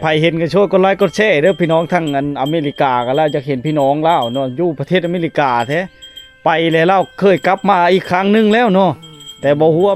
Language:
Lao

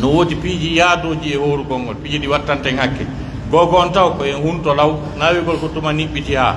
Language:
Pular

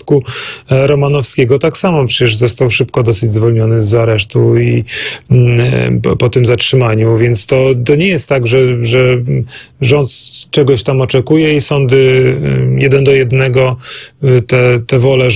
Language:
Polish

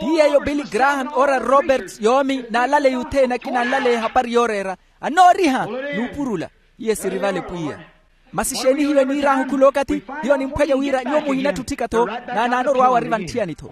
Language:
Makhuwa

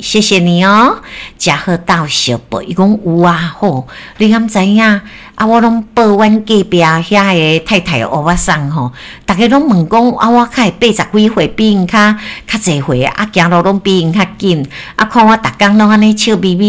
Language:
Min Nan Chinese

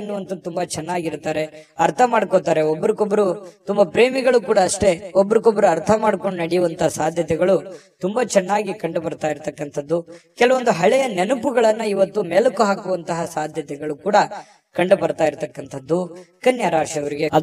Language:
Kannada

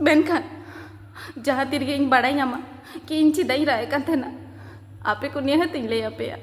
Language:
Santali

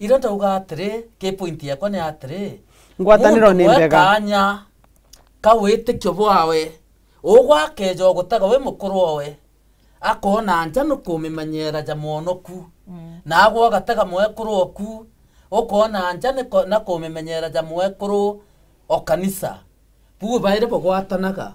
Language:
Meru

